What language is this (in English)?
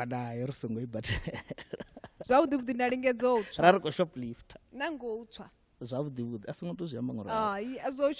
Venda